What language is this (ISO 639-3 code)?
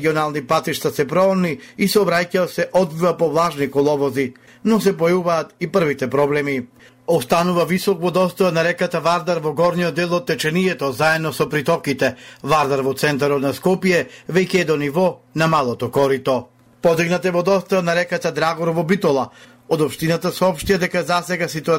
mkd